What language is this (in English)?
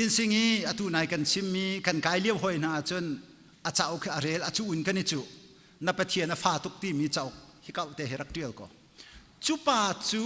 Hakha Chin